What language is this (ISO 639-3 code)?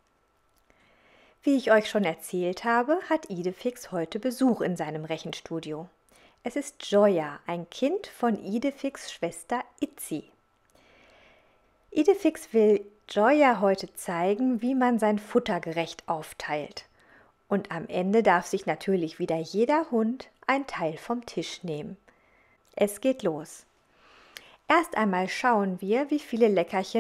deu